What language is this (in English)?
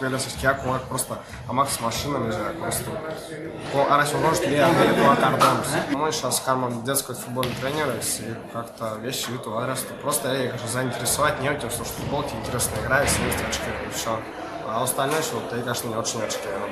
Erzya